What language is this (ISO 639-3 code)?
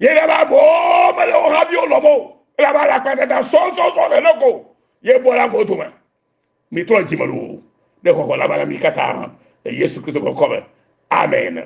ewe